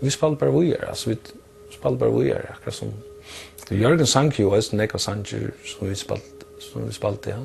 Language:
Faroese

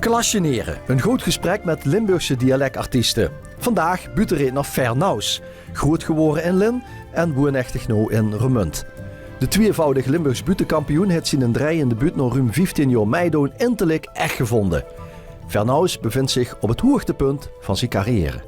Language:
Limburgish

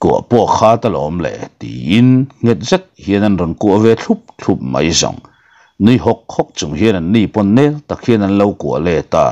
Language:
Mizo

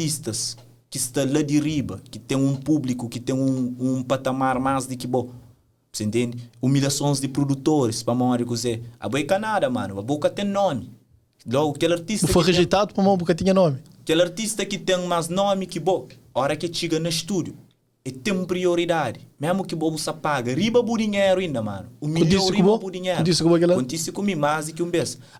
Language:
Kabuverdianu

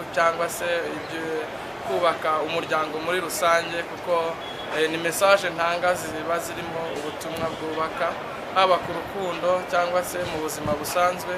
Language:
Kinyarwanda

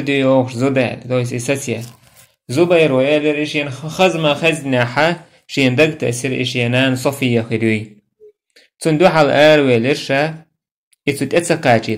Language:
Chechen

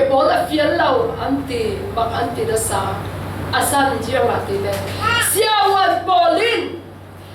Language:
Falam Chin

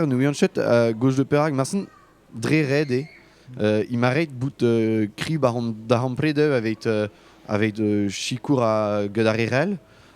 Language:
Breton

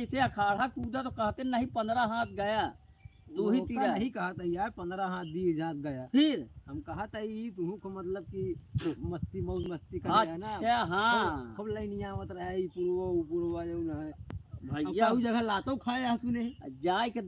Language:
Awadhi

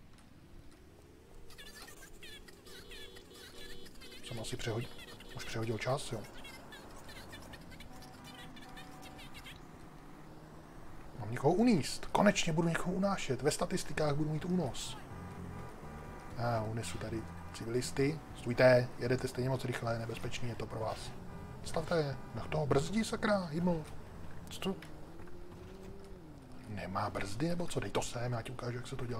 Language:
Czech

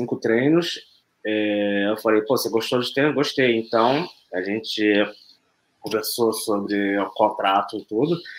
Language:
Portuguese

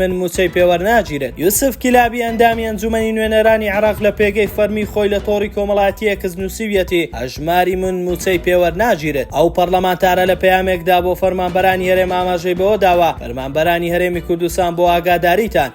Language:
Central Kurdish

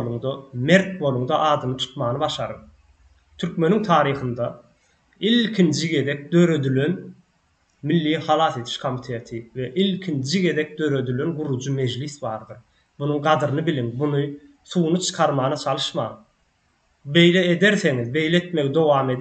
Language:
Turkmen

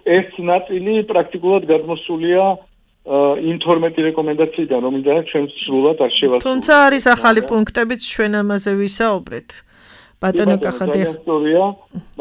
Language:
Georgian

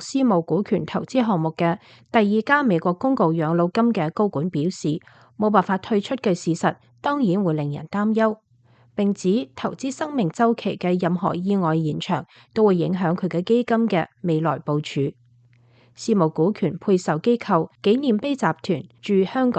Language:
Cantonese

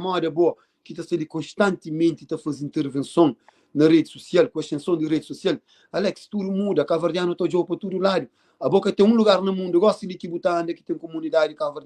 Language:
Kabuverdianu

